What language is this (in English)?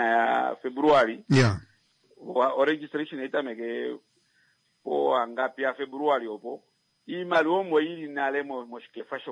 Kuanyama